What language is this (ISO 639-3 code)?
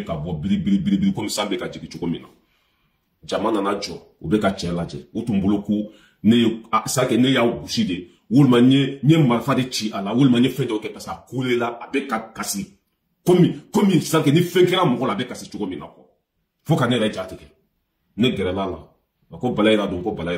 bam